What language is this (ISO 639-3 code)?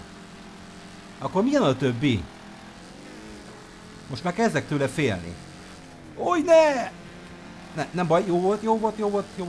hun